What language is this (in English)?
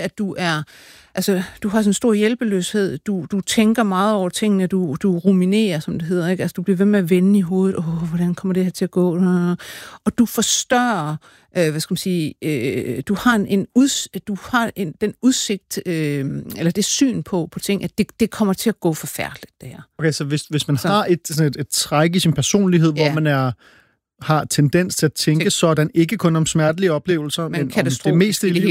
Danish